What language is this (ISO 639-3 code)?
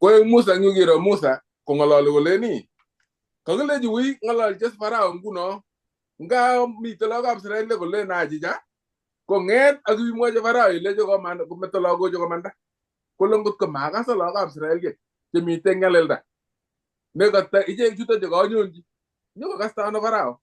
kln